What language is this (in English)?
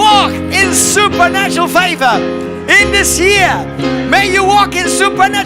English